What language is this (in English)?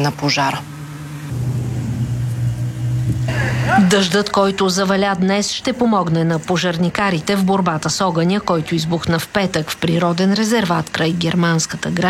Bulgarian